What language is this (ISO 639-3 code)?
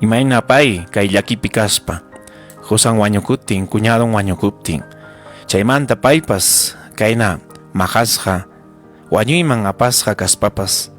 quy